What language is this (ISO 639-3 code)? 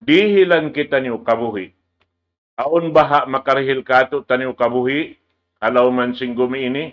tsg